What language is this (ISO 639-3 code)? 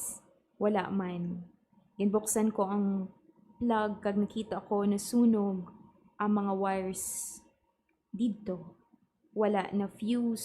hil